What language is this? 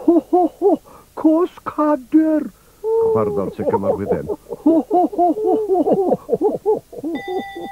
Welsh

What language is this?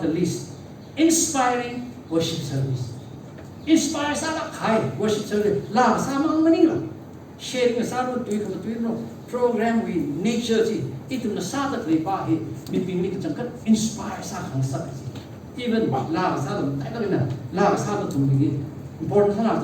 Tangkhul Naga (India)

